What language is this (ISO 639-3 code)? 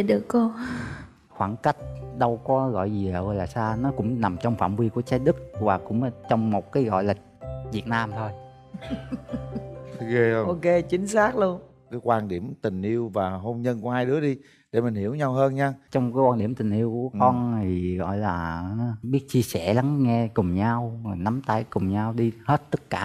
vie